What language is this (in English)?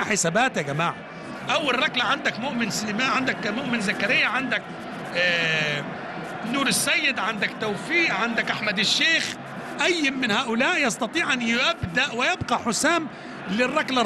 Egyptian Arabic